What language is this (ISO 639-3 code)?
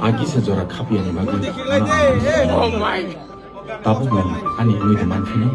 trp